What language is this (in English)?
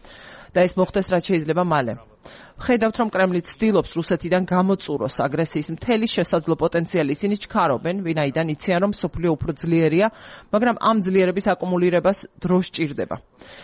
Georgian